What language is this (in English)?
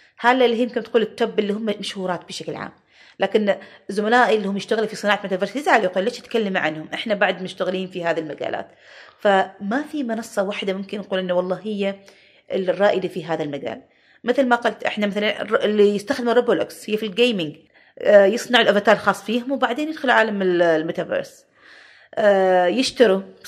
Gulf Arabic